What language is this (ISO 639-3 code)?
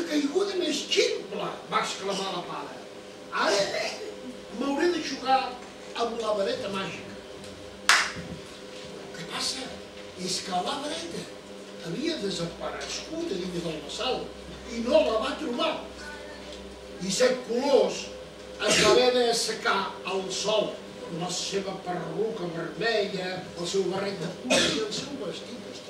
cat